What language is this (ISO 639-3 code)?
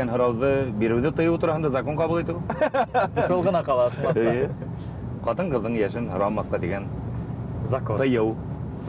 bak